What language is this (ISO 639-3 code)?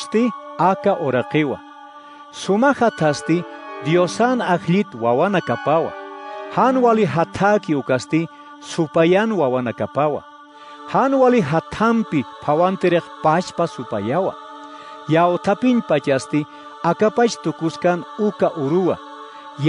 aym